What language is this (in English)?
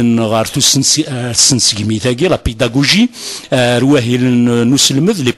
Kabyle